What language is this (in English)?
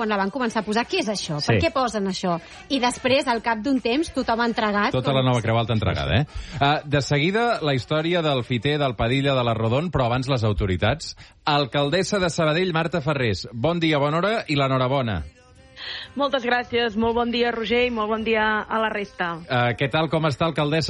Catalan